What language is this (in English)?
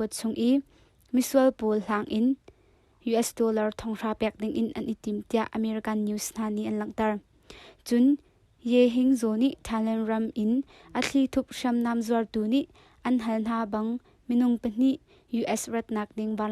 Hakha Chin